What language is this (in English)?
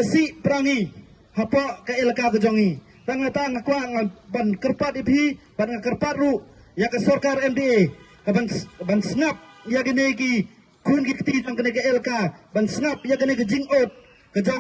Khasi